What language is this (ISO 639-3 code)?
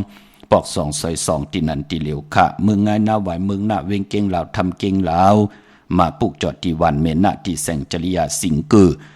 shn